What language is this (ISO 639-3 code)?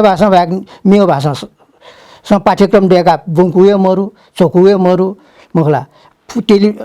new